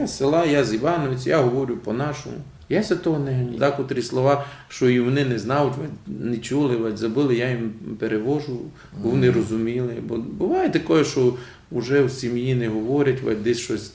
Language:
Rusyn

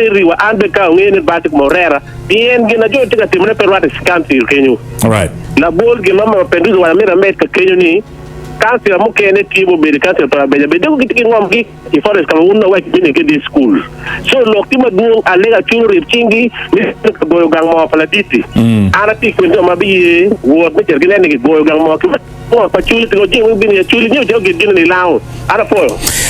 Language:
Acoli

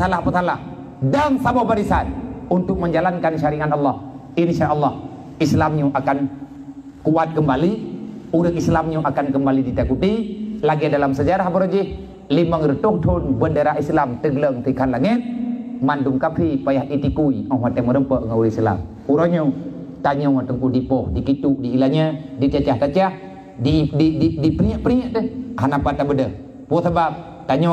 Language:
Achinese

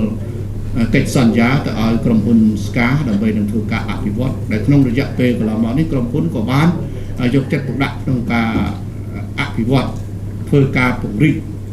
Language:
Khmer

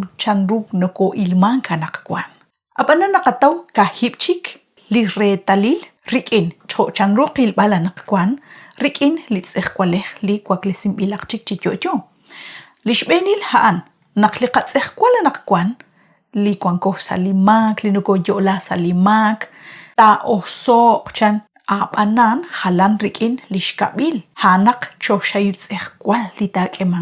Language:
Kekchí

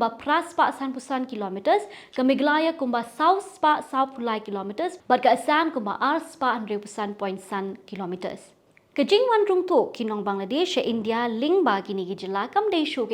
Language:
Khasi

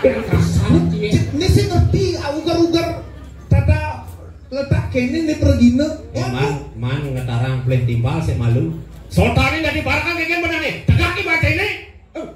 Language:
Balinese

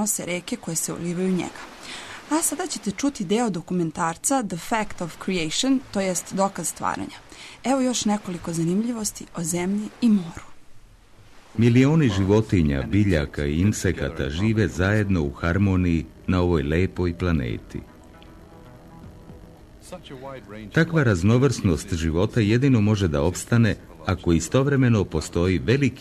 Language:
Serbian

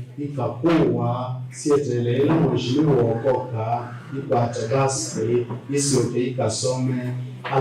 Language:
Kamba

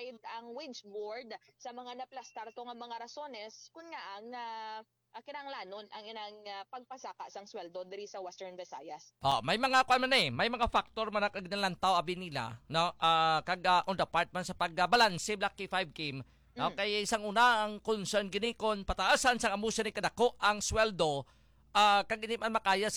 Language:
Hiligaynon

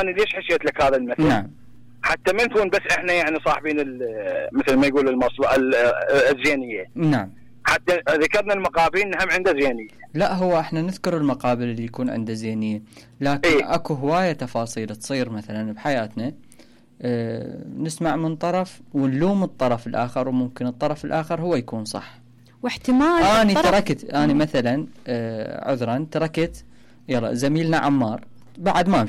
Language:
Mesopotamian Arabic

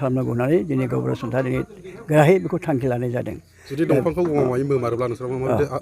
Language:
Bodo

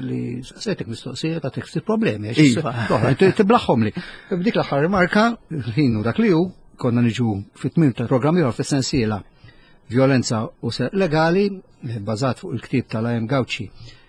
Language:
Maltese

